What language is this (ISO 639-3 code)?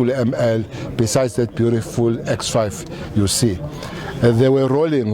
ven